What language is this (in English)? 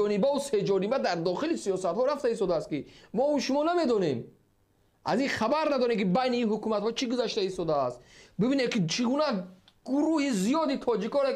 Tajik